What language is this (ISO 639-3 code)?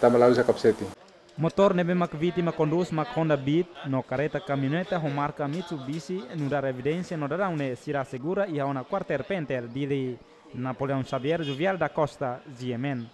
tet